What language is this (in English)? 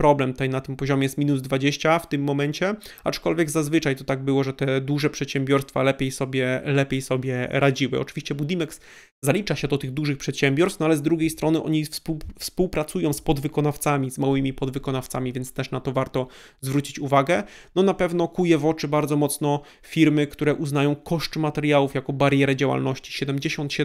Polish